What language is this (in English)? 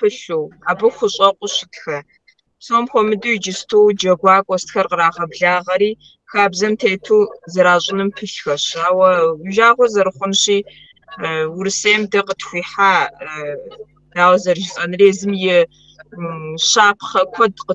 Kabardian